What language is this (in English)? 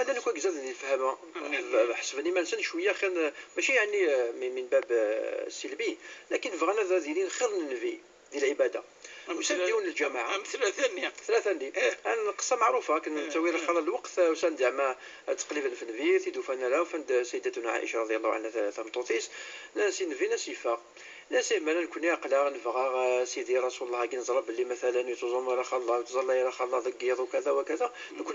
Moroccan Arabic